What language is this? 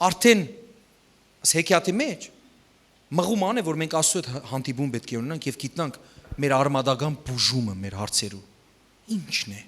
Western Armenian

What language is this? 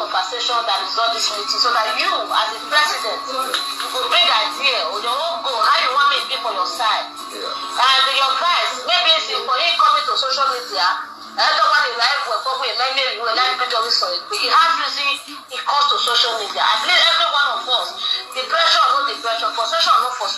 Nigerian Pidgin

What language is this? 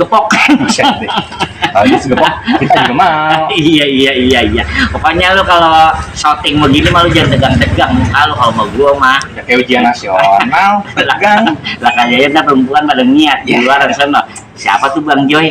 Betawi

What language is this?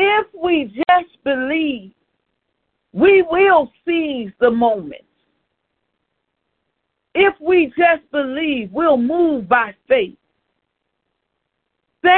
English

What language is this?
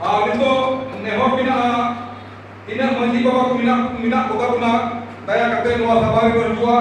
Santali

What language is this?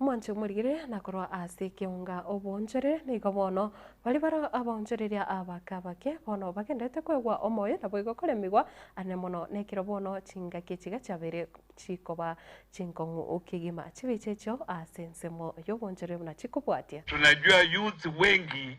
Gusii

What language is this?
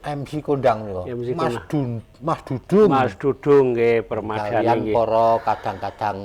Javanese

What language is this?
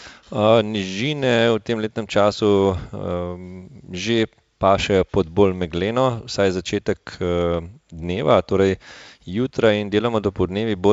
Slovenian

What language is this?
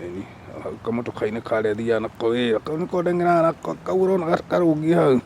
Kikuyu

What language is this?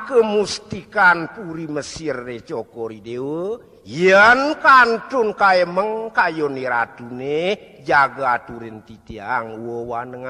Balinese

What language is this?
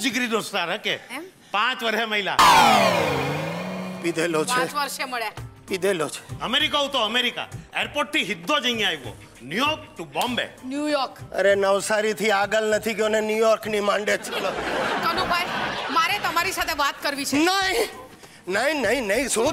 Gujarati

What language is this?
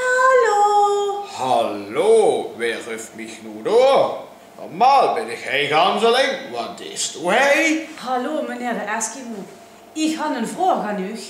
Limburgish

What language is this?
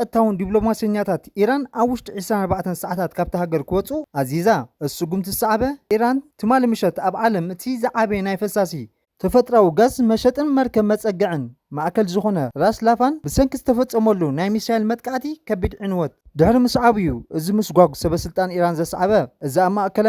Tigrinya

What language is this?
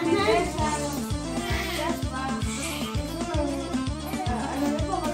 Crimean Tatar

